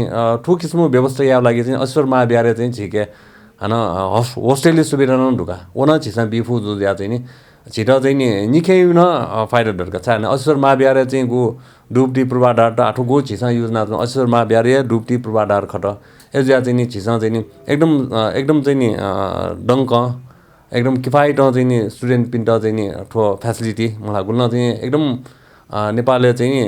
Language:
Newari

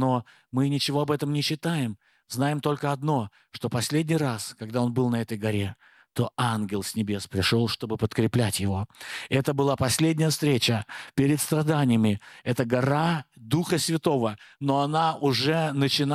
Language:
Russian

